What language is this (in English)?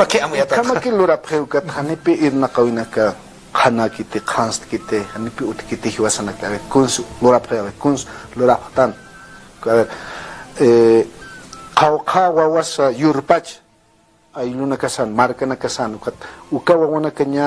Aymara